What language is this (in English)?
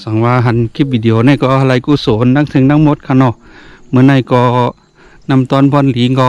Shan